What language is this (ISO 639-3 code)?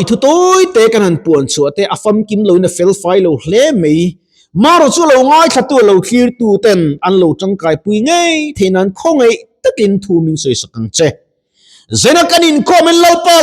lus